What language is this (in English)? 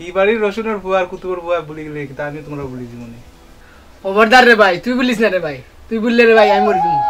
Sylheti